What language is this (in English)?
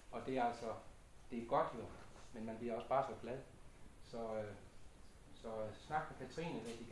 Danish